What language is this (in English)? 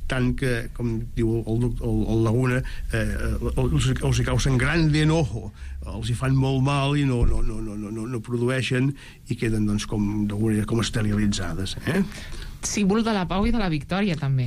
Catalan